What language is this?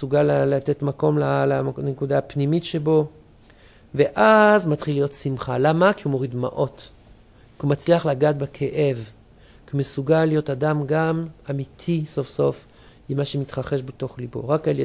Hebrew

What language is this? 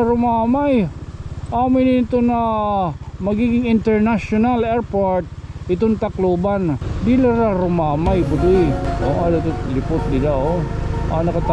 Waray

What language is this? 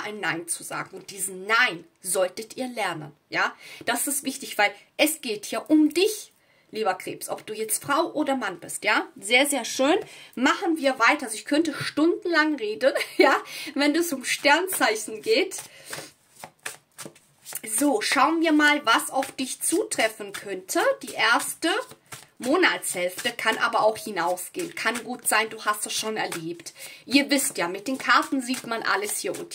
German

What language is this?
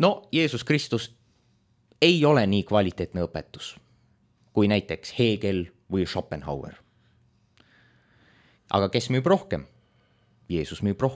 Estonian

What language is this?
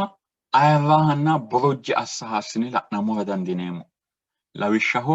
Sidamo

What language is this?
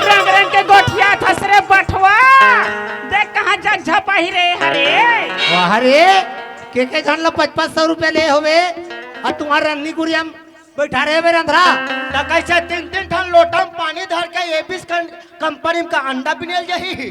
Chhattisgarhi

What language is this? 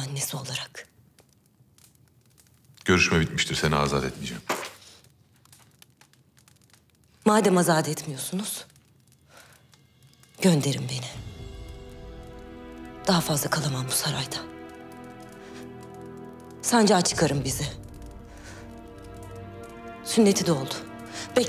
Turkish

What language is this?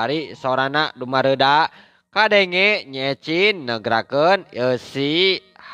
Sundanese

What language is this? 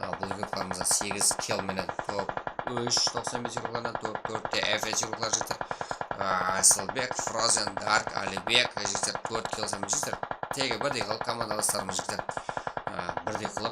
Kara-Kalpak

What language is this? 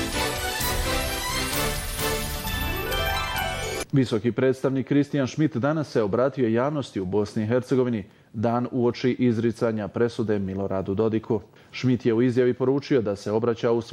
Bosnian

